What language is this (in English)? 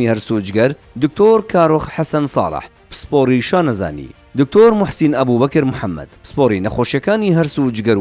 Central Kurdish